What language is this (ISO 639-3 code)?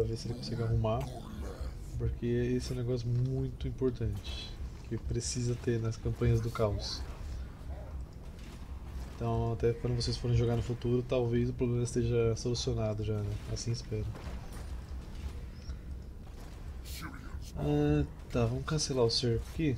por